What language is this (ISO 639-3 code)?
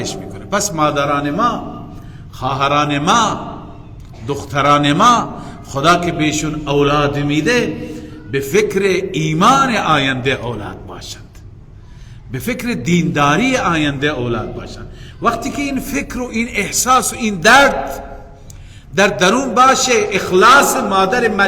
fas